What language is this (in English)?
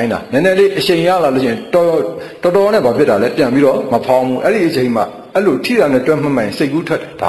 Burmese